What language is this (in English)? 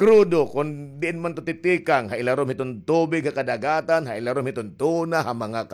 Waray